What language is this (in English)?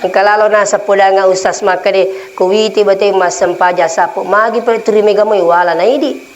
Buginese